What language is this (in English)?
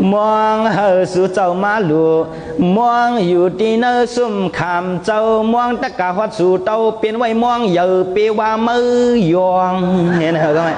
Shan